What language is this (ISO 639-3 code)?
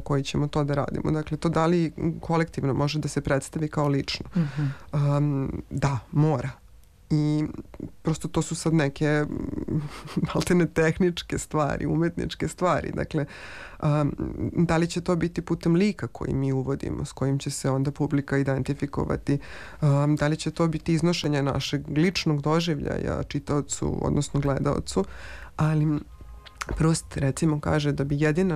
srp